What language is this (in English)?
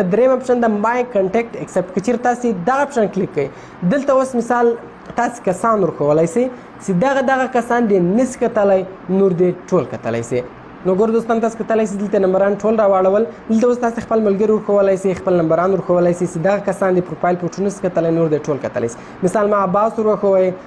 Pashto